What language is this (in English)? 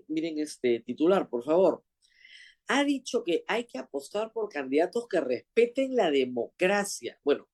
Spanish